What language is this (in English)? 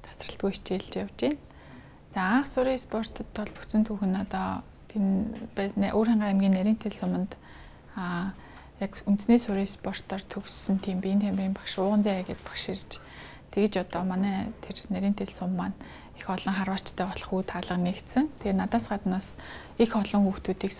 Mongolian